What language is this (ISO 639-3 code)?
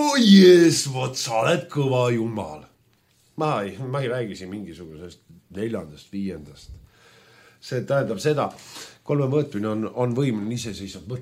est